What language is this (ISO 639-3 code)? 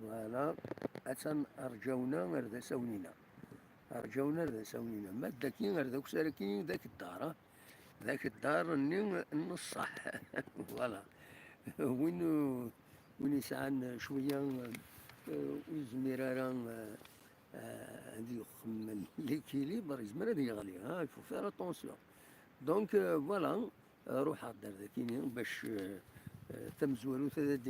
kab